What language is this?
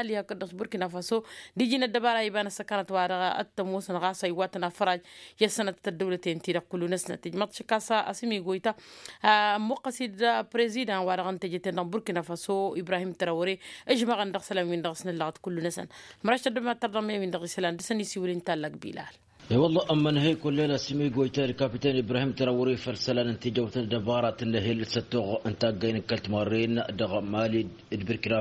Tamasheq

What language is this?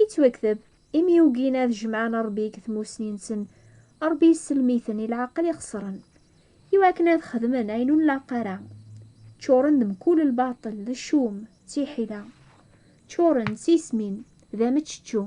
Kabyle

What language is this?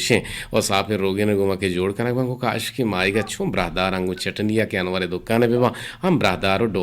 Eastern Balochi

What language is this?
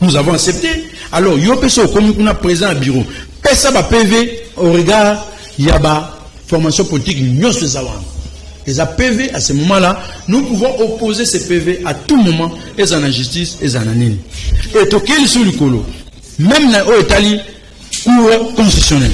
Lingala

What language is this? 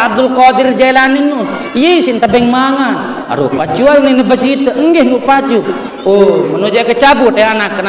Sasak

